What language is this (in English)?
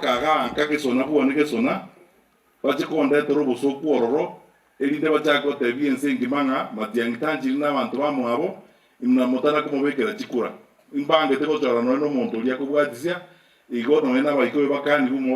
Gusii